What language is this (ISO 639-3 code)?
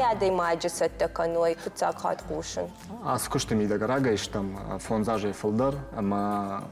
oss